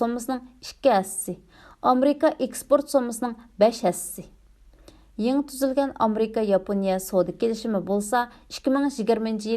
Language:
Uyghur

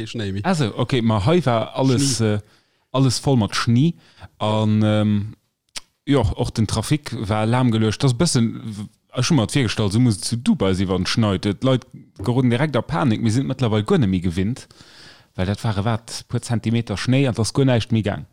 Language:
Luxembourgish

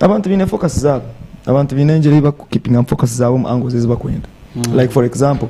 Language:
Nyankole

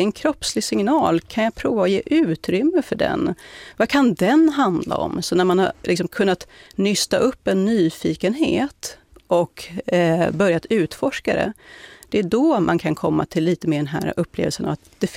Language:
Swedish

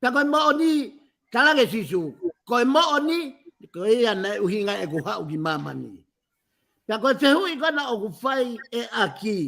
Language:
Tongan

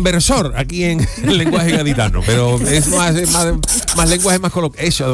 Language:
Spanish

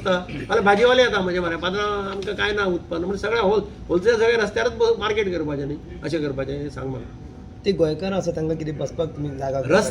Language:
Konkani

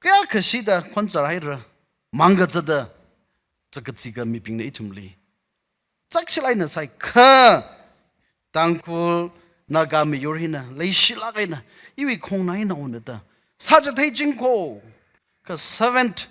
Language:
Tangkhul Naga (India)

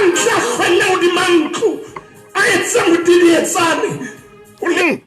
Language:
Southern Sotho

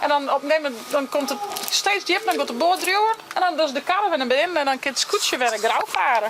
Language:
Western Frisian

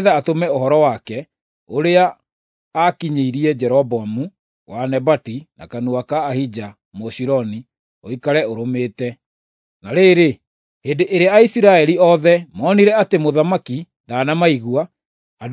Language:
Kikuyu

